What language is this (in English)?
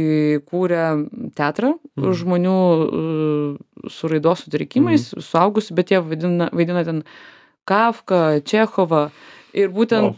Lithuanian